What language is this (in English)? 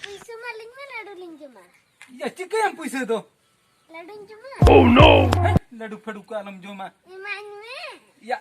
Santali